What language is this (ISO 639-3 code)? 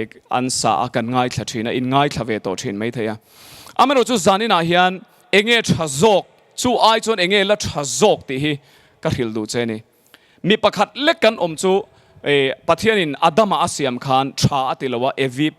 lus